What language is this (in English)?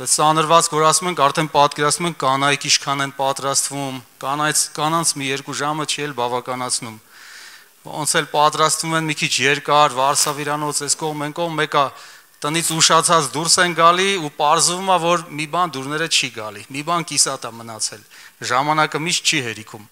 Armenian